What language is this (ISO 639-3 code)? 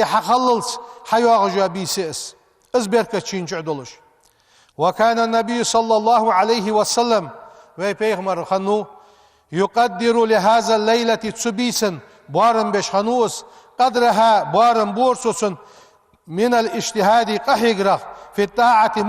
inh